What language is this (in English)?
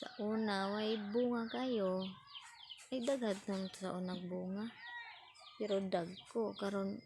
Cebuano